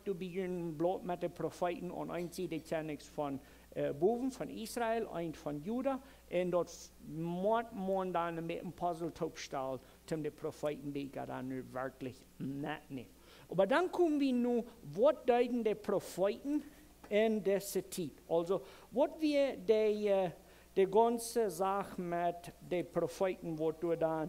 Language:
Plautdietsch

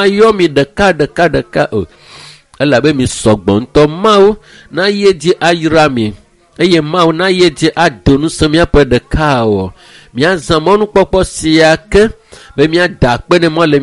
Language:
Ewe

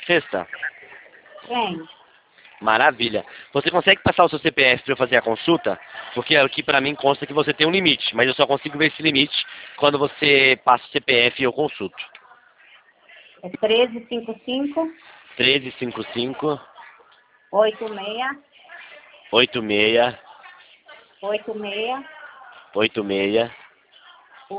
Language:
Portuguese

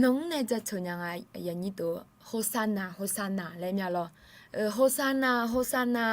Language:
Akha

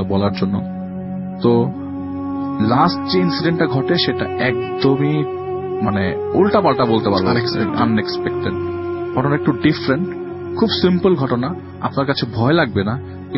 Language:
Bangla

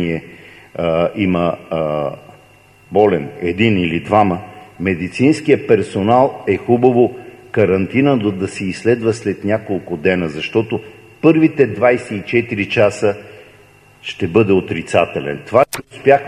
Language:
Bulgarian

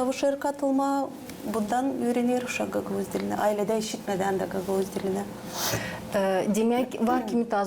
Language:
Gagauz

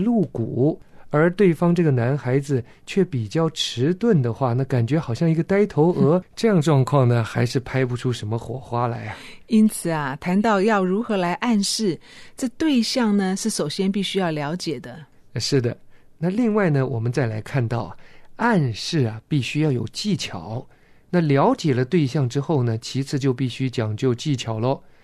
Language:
Chinese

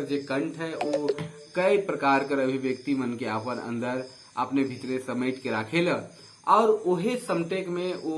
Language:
Sadri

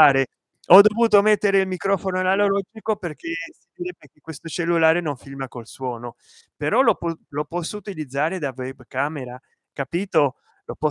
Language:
Italian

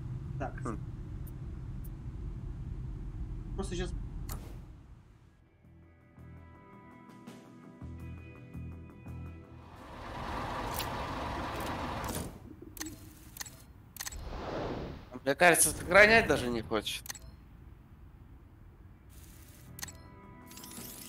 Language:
Russian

